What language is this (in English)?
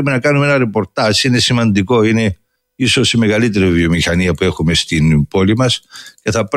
Greek